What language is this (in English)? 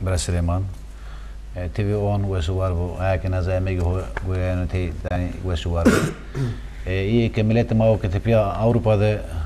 Zaza